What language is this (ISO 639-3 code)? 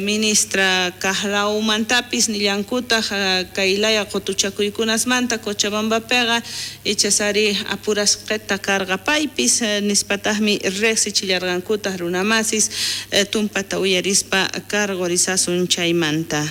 quh